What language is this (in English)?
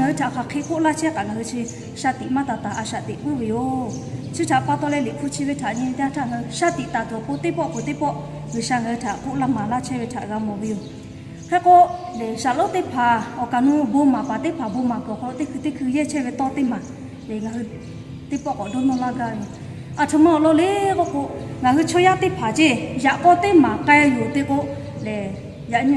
Lahu